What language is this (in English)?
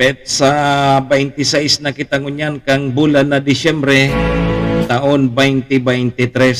Bikol